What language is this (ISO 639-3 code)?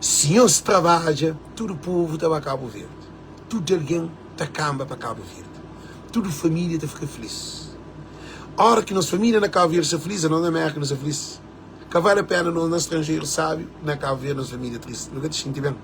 kea